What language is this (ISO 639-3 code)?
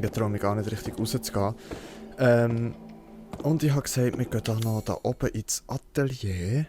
gsw